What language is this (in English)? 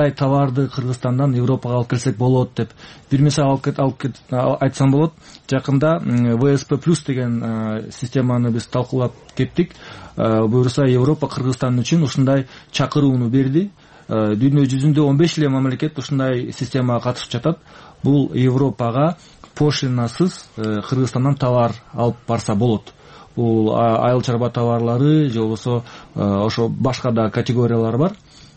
Kyrgyz